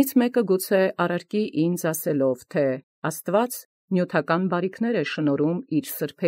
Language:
Armenian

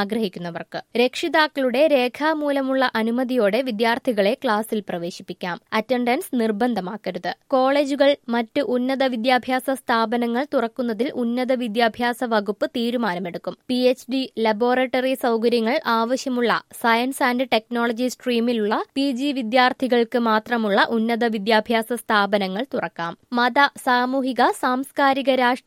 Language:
Malayalam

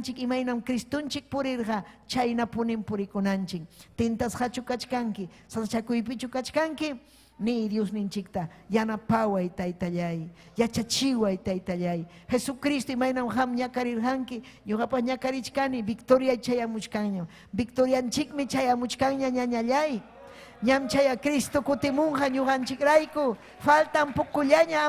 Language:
Ayacucho Quechua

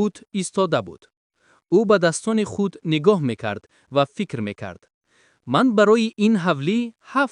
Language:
Tajik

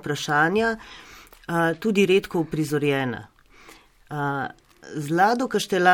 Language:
Slovenian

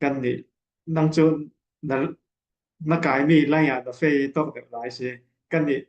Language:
Falam Chin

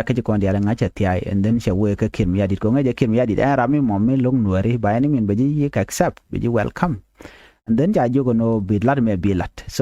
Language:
Nuer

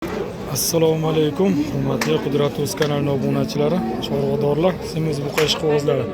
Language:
Uzbek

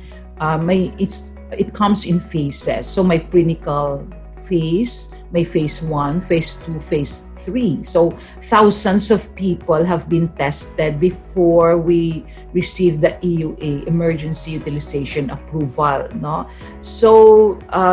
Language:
Hiligaynon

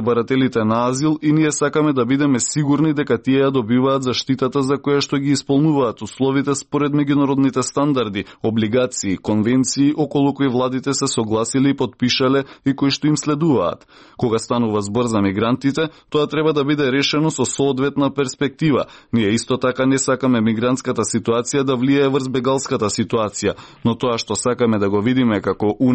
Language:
Macedonian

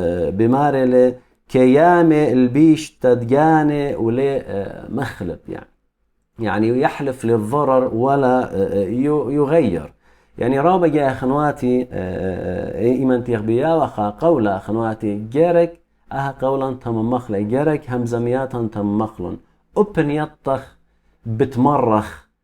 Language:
Assyrian Neo-Aramaic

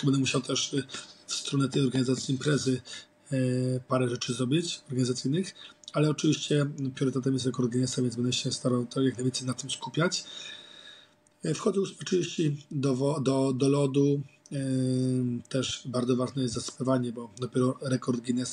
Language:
Polish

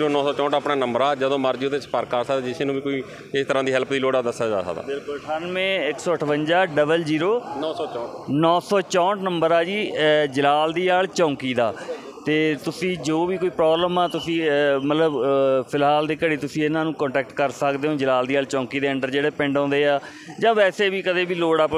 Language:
Punjabi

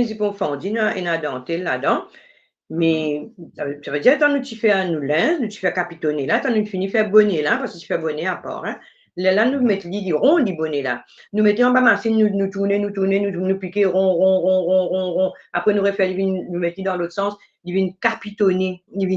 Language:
Morisyen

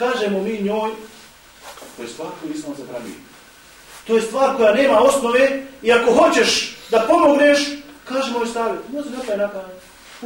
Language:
Bosnian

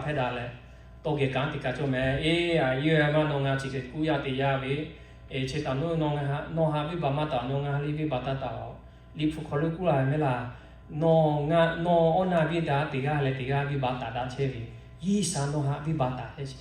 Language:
Lahu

